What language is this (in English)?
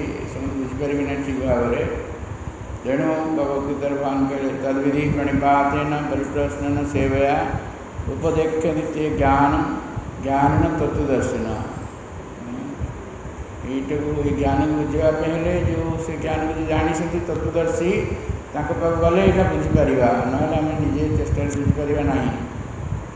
Odia